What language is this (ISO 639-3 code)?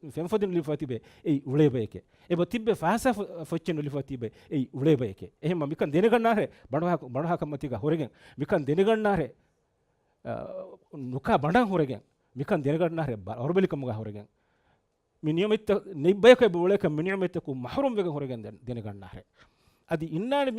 div